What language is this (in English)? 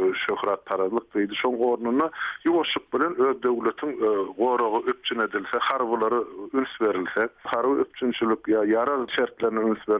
Turkmen